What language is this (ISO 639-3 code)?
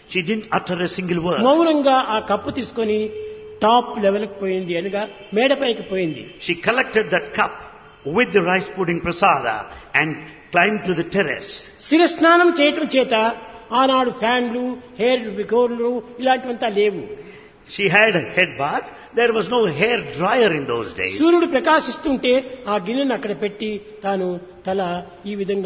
tel